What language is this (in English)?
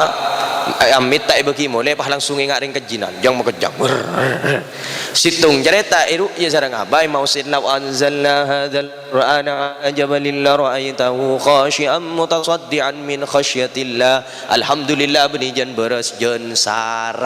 Madurese